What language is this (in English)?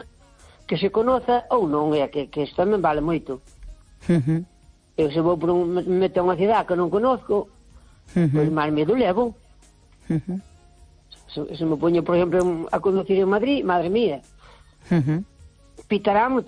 Galician